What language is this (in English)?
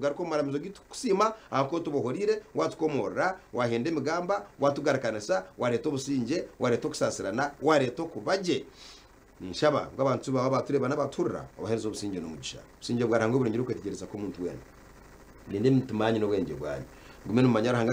Nyankole